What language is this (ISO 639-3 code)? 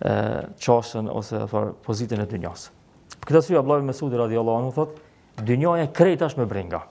sqi